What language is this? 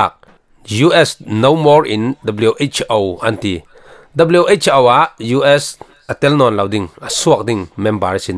Falam Chin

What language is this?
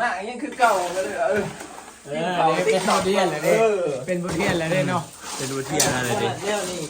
Northeastern Thai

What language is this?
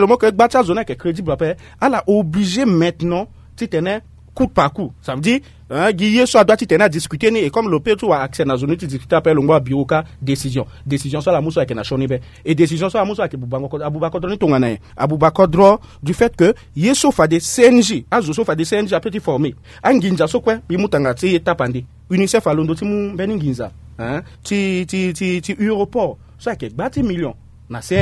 Sango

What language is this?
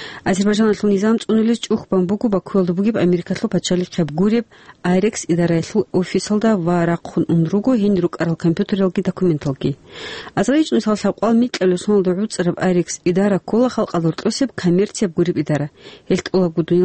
Avaric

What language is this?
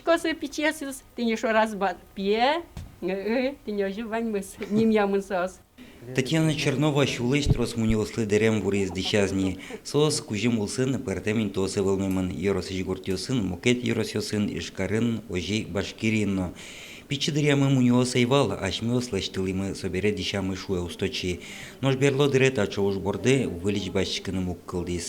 Udmurt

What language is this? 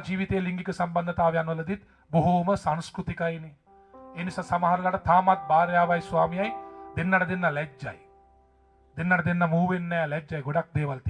Sinhala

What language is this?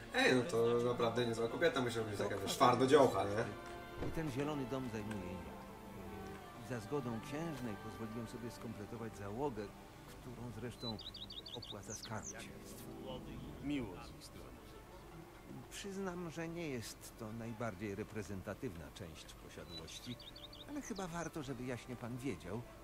Polish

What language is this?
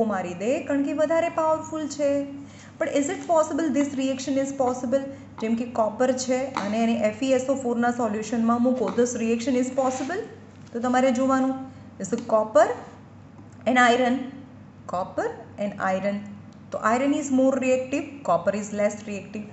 Gujarati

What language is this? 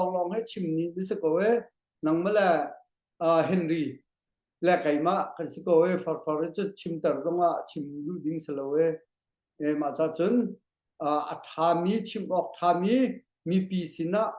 Hakha Chin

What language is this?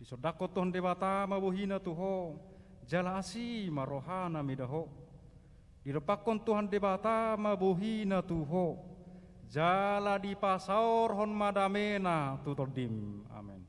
Batak Toba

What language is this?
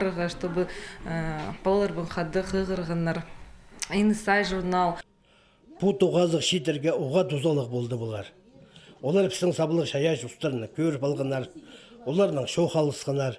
Khakas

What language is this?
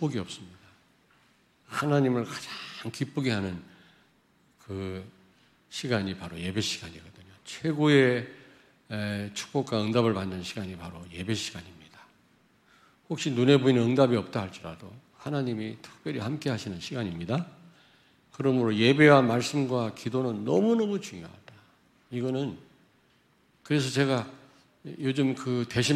Korean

